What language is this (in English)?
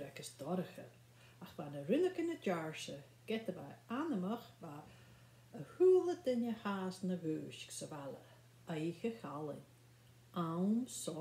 Scottish Gaelic